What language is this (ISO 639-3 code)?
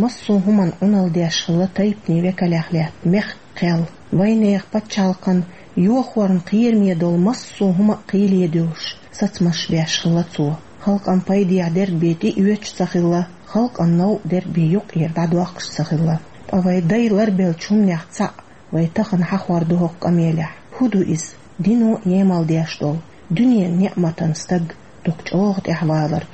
che